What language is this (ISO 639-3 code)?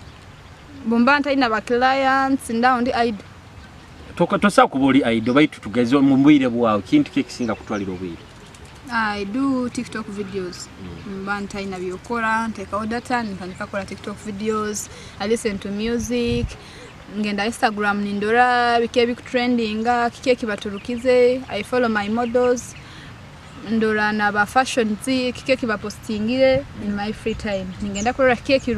nyo